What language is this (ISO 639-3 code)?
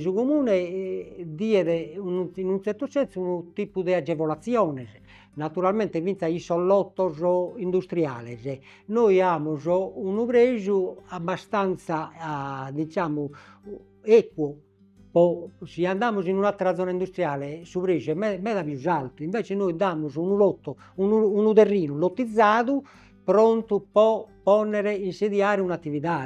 srd